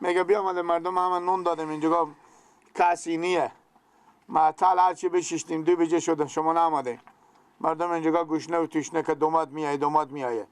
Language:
Persian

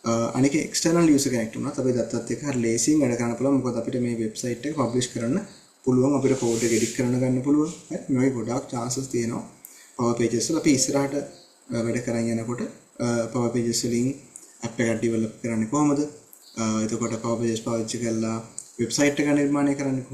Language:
Sinhala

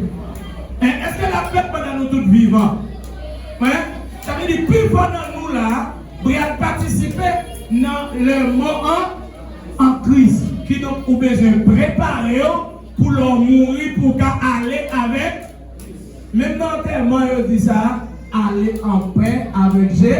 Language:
Haitian Creole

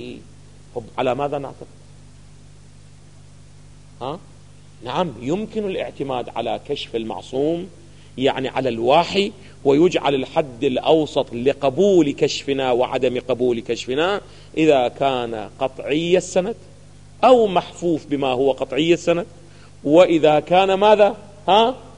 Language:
Arabic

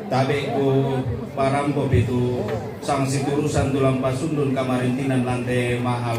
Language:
Toraja-Sa'dan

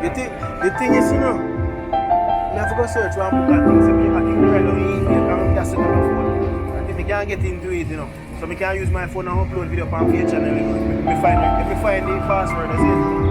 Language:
Jamaican Creole English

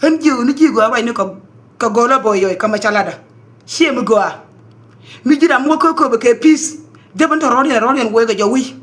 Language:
Nuer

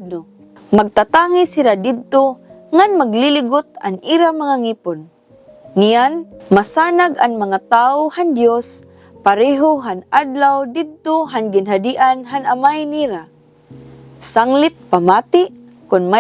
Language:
Waray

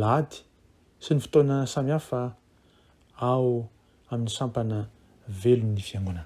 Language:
Malagasy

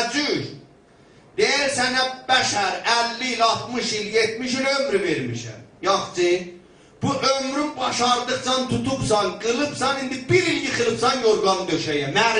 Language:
South Azerbaijani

